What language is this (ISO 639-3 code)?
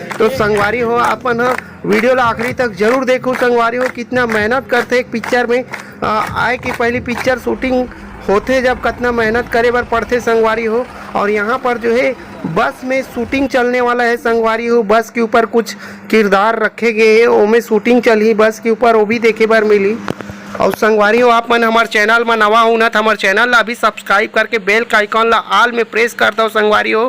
hne